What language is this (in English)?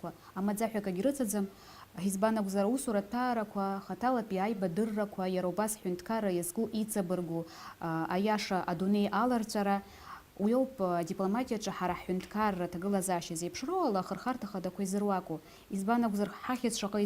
Abkhazian